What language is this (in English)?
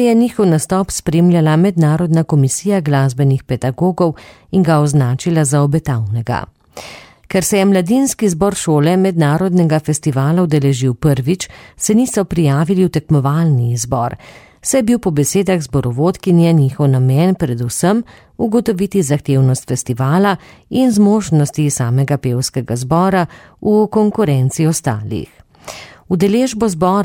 Slovenian